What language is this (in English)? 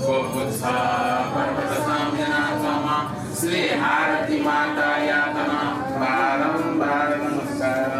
Newari